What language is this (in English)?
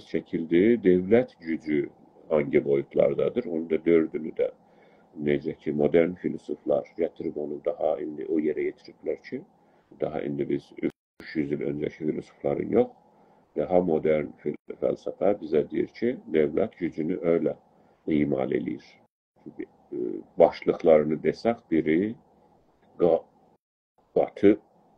South Azerbaijani